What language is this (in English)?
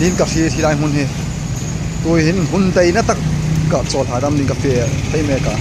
Hmar